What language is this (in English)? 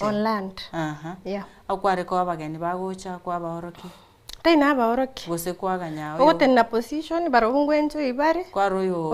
Gusii